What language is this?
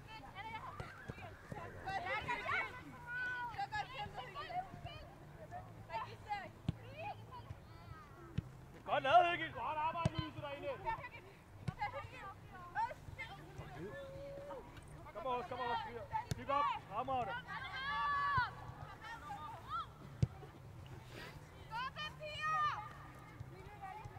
Danish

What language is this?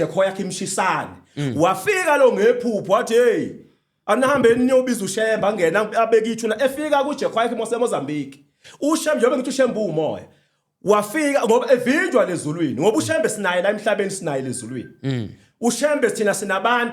Zulu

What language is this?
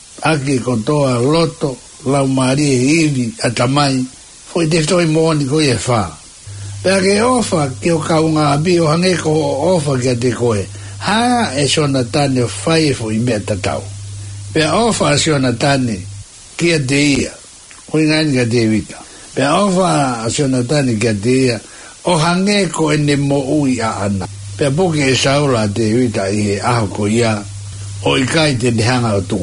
Tongan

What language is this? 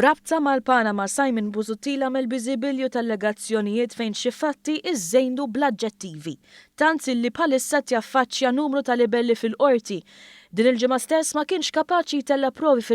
Maltese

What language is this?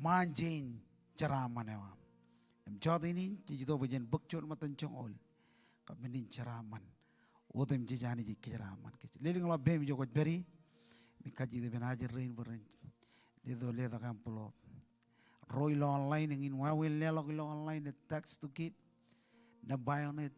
Marshallese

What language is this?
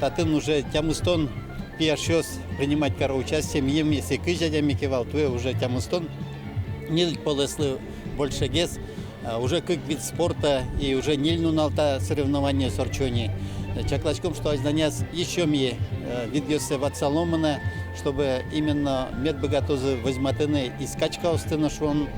Udmurt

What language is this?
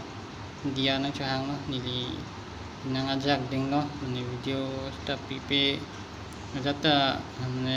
Karbi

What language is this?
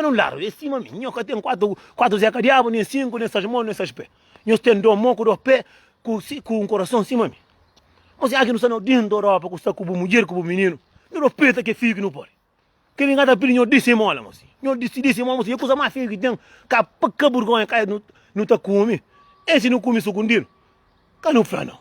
Kabuverdianu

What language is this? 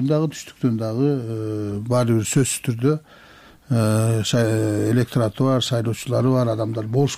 Kyrgyz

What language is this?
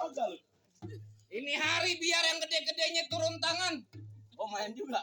Betawi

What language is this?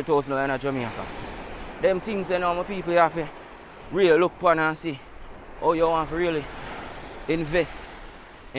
Jamaican Creole English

